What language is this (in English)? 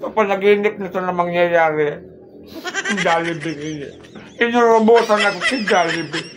Bikol